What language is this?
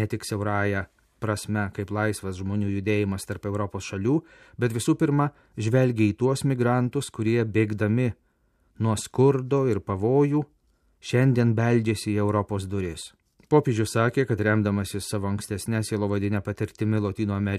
Lithuanian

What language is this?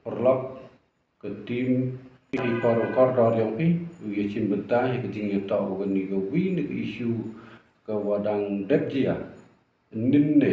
Pnar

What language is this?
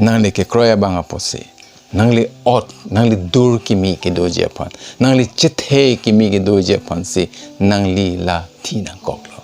Karbi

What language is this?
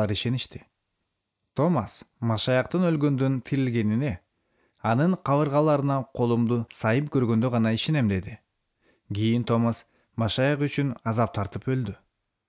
Kyrgyz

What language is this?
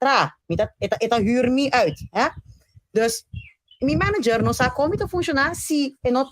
Papiamento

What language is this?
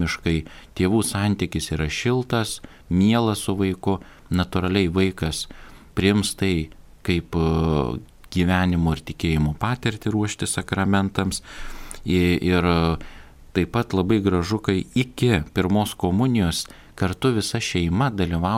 Lithuanian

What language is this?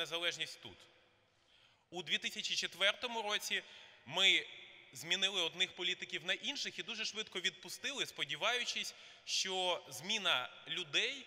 Ukrainian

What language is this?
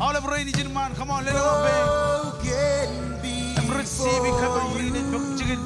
Marshallese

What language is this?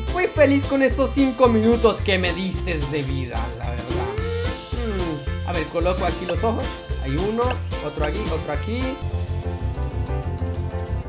Spanish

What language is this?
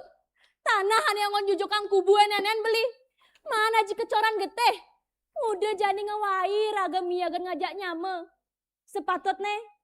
Balinese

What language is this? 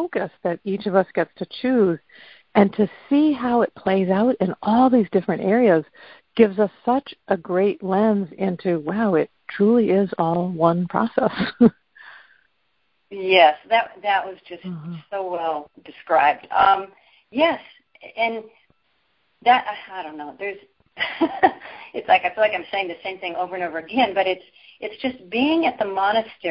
English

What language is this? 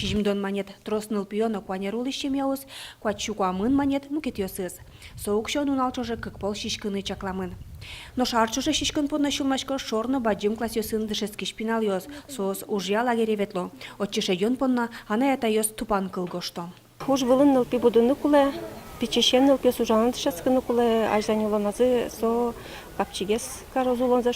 Udmurt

